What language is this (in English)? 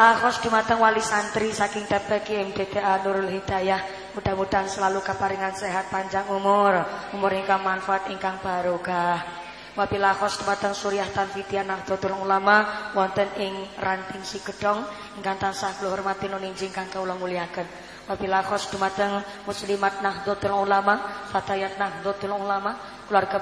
Javanese